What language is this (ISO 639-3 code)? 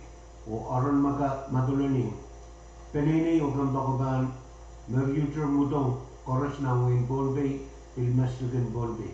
pon